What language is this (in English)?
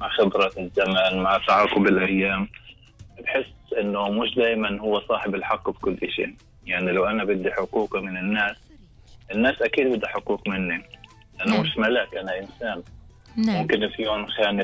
Gulf Arabic